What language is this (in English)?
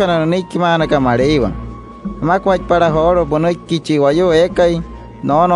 Wayuu